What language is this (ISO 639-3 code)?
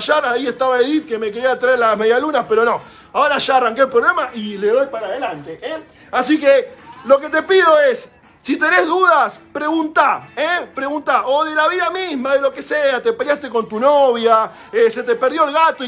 spa